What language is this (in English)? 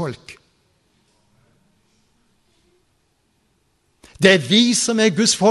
Norwegian